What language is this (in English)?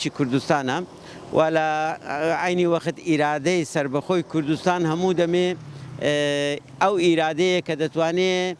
Central Kurdish